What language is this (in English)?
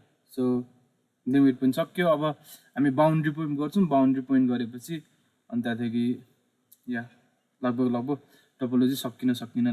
Nepali